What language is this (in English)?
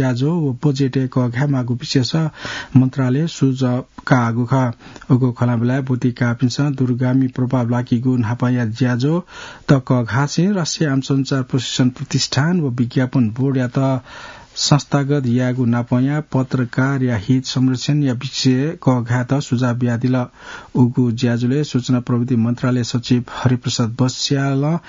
Newari